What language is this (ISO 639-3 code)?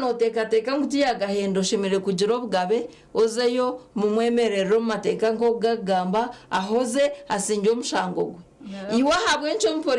nyn